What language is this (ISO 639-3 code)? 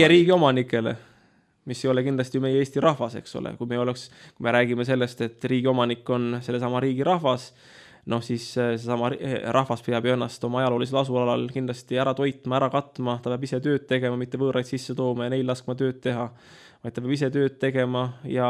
est